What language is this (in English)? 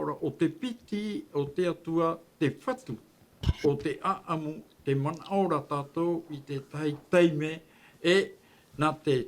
Tahitian